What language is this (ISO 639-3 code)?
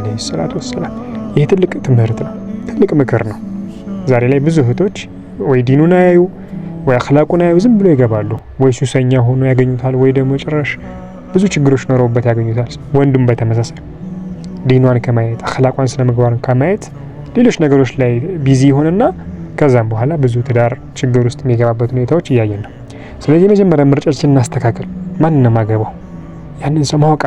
amh